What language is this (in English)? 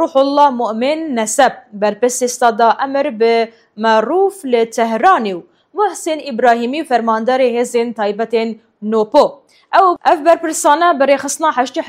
Kurdish